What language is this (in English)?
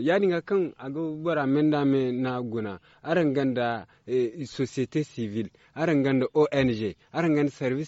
Zarma